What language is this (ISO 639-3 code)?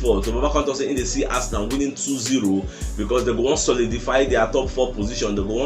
pcm